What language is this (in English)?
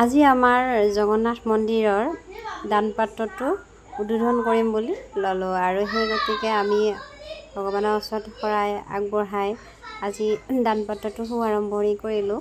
Assamese